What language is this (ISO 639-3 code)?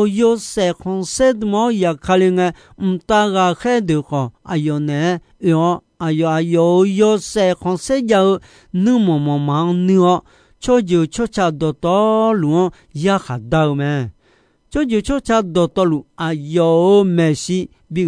ahk